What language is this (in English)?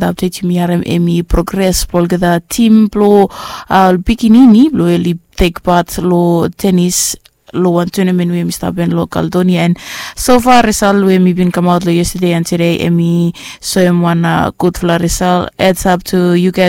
Bislama